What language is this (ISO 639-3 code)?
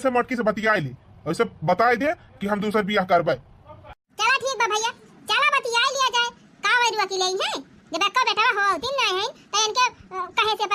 awa